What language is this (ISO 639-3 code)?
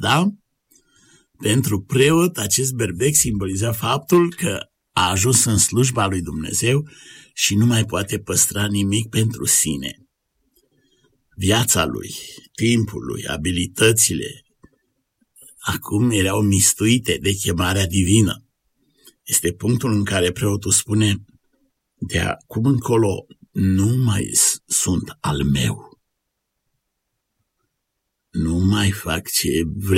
ron